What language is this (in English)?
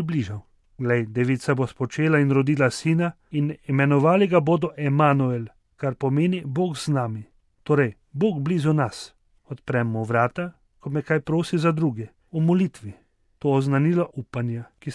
Slovenian